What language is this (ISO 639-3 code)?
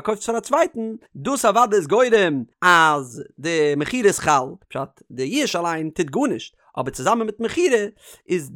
yid